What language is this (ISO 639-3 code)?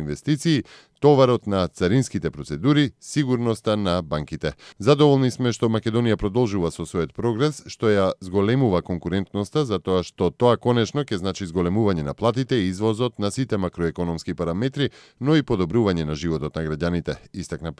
mkd